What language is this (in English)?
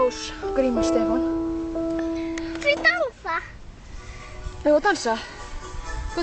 Icelandic